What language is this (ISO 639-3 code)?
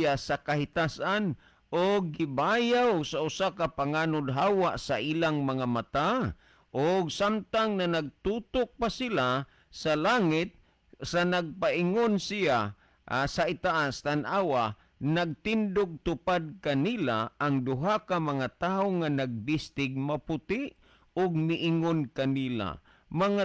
ceb